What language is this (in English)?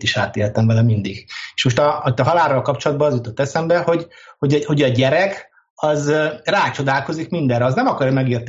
Hungarian